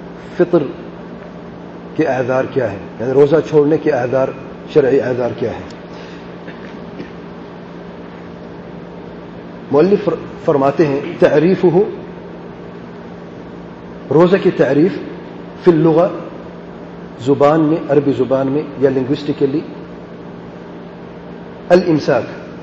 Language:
Urdu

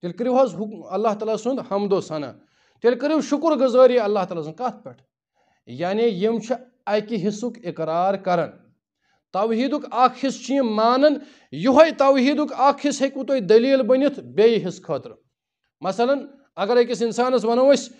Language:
Kashmiri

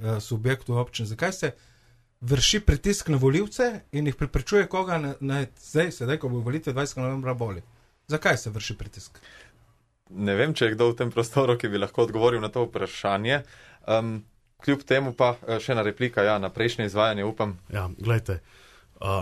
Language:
Slovenian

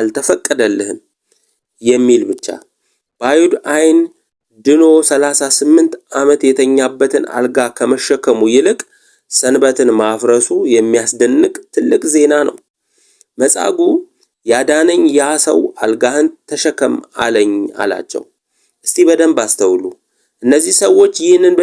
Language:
Amharic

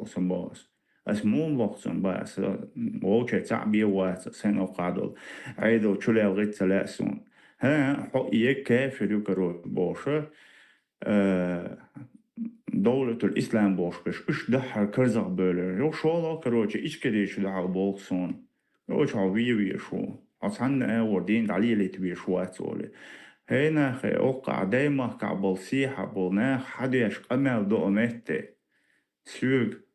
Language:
Chechen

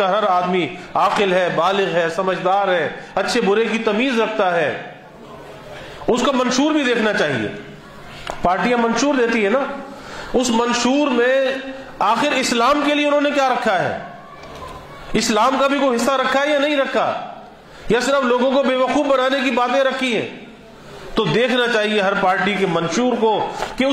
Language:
Urdu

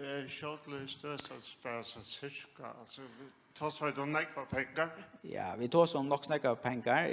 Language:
Faroese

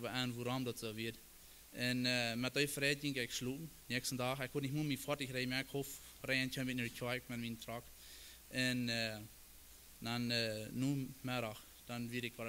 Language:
Plautdietsch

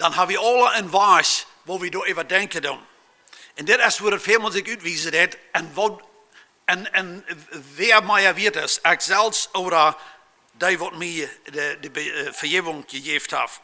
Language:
Plautdietsch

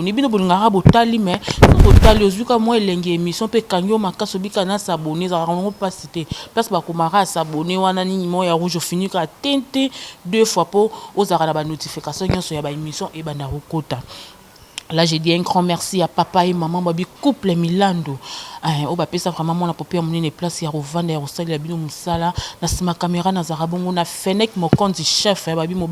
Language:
Lingala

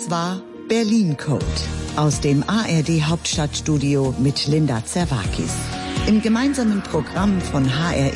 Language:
German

